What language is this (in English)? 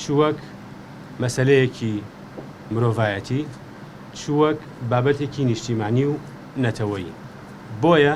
Central Kurdish